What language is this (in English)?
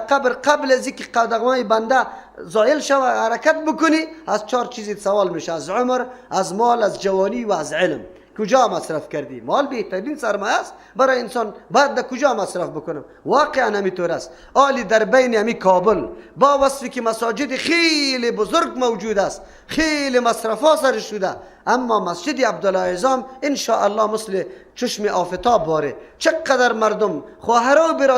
Persian